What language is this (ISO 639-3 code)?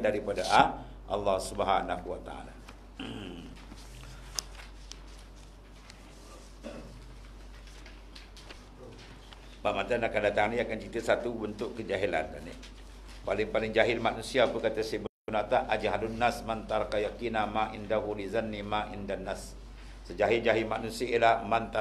msa